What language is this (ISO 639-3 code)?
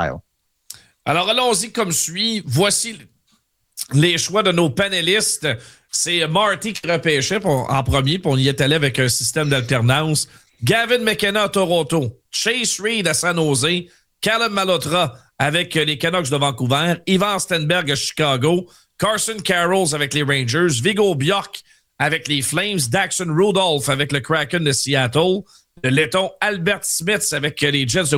fra